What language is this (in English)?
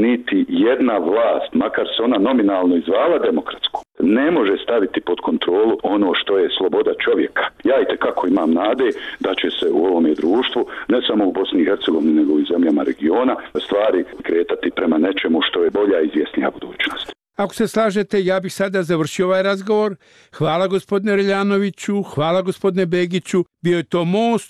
Bosnian